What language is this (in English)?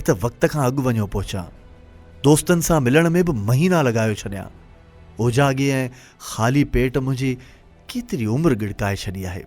Sindhi